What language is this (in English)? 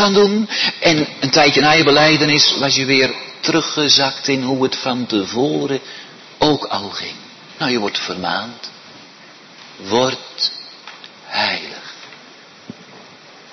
Dutch